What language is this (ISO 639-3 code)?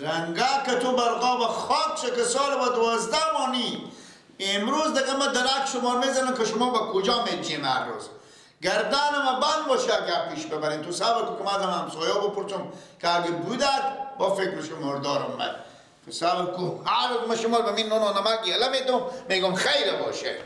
fas